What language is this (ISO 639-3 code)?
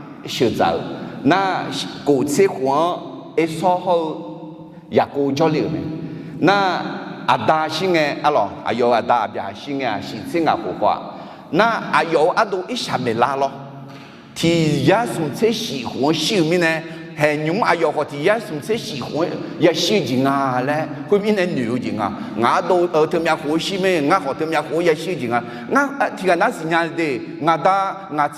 ahk